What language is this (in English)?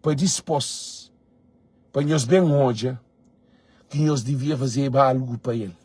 Kabuverdianu